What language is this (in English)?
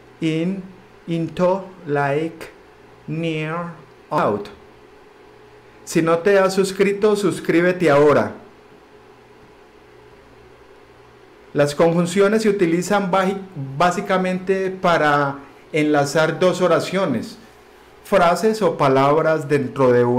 Spanish